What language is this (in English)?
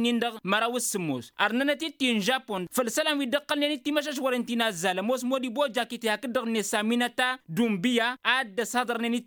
Tamasheq